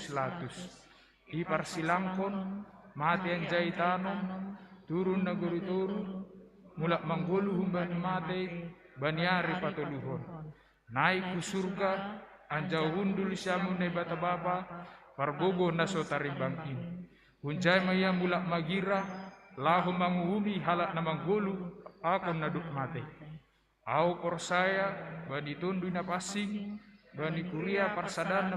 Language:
Batak Simalungun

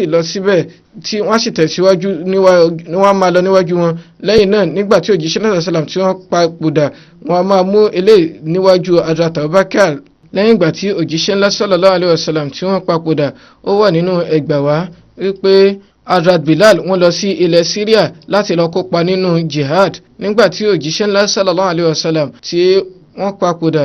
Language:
Yoruba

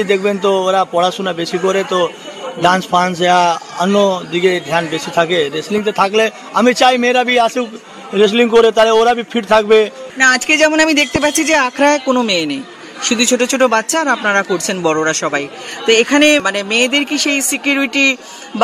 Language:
Bangla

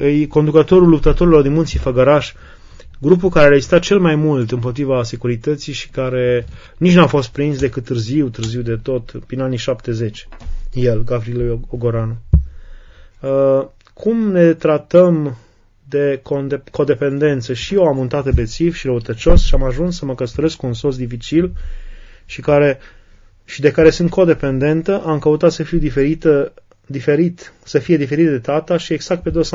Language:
Romanian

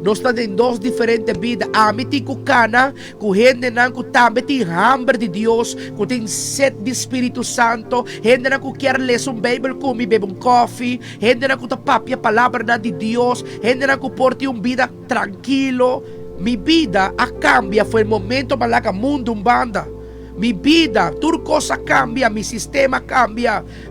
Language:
Papiamento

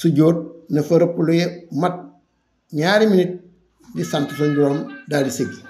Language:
Wolof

